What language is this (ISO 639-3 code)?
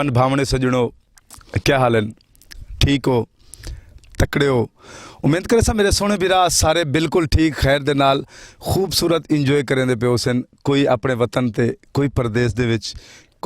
skr